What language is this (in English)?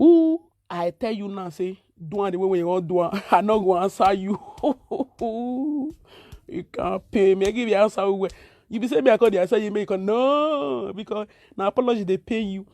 Nigerian Pidgin